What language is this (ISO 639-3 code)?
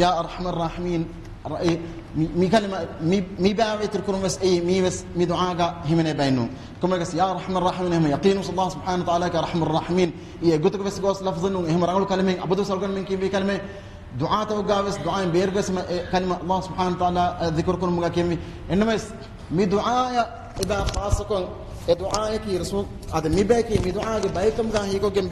div